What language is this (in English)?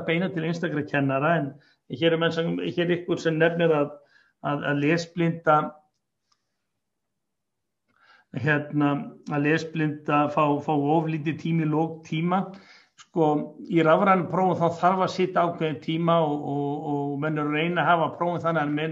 Icelandic